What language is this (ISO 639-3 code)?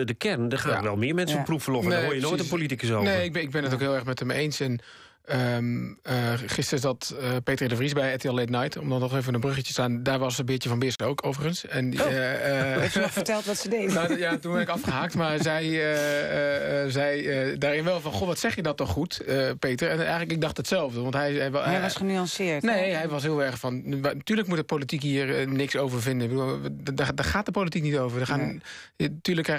nld